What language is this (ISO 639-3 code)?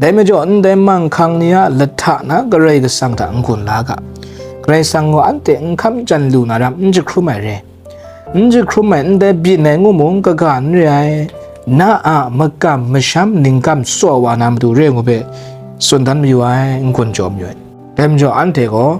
kac